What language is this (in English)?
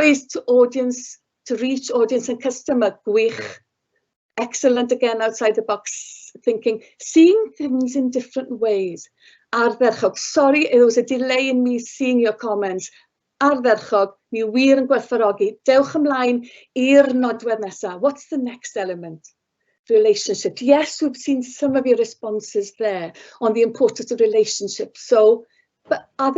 Welsh